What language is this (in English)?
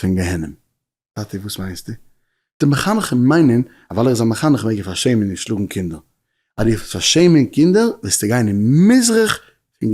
Yiddish